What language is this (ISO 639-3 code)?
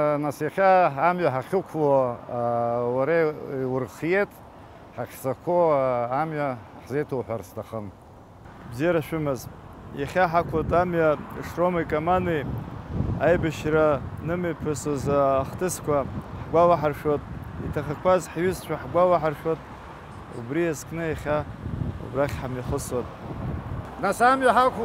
abk